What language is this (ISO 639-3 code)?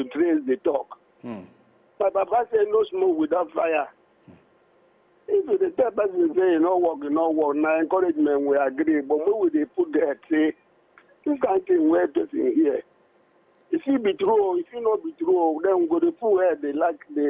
pcm